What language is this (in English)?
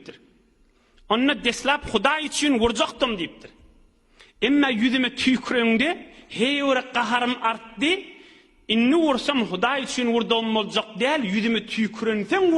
Turkmen